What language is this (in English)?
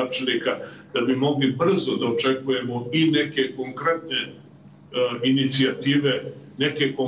Serbian